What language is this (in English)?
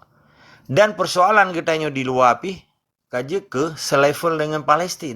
Achinese